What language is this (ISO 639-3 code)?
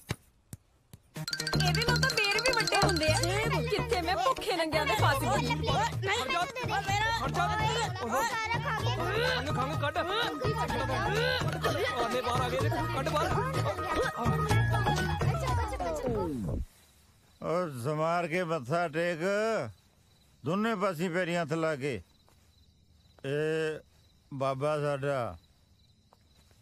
pan